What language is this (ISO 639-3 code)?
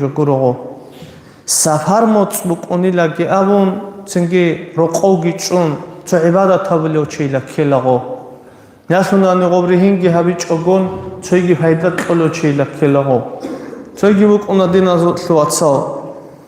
ava